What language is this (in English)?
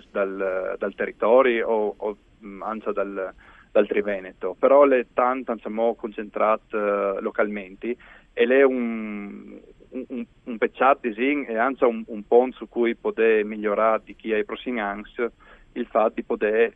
Friulian